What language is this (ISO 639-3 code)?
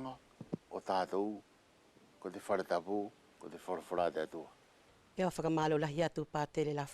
wls